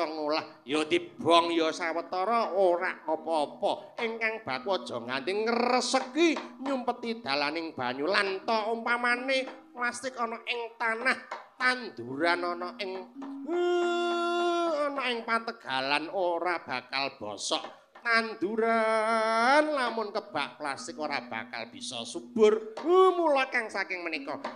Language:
Javanese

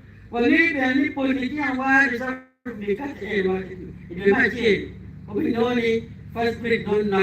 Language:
Acoli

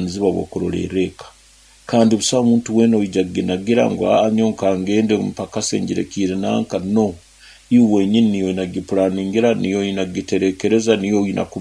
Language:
Nyoro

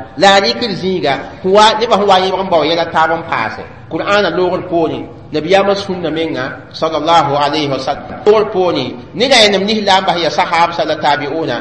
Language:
Mossi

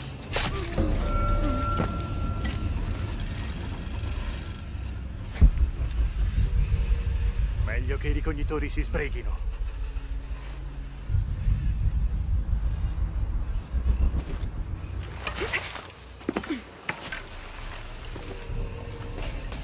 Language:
Italian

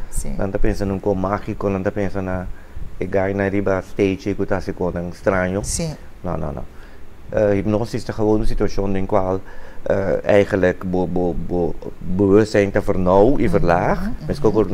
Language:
Papiamento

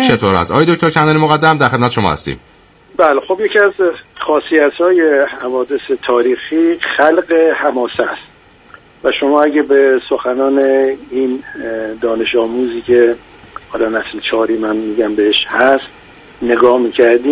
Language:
Persian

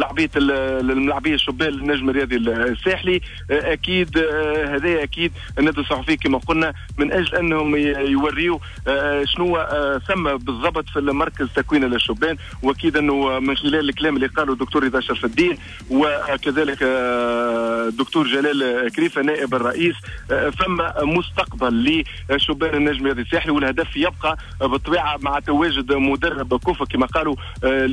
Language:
Tunisian Arabic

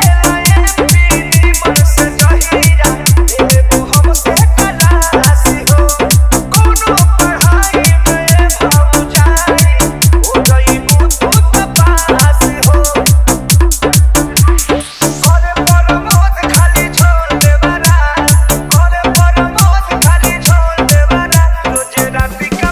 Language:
Bhojpuri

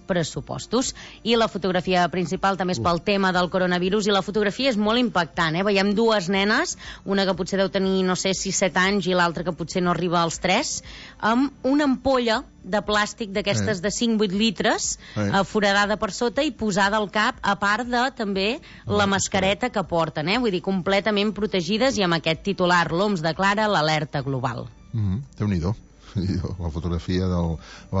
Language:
Catalan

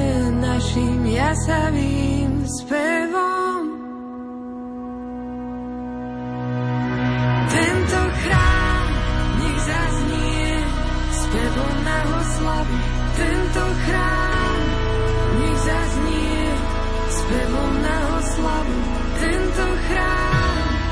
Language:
Slovak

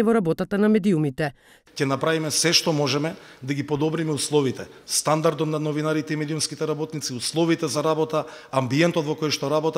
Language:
Macedonian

